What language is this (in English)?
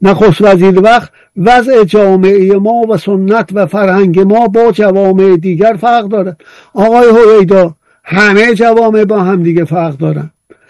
Persian